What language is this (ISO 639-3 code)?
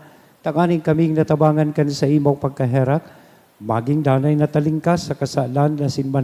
bik